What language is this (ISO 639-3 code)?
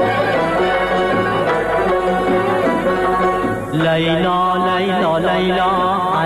fas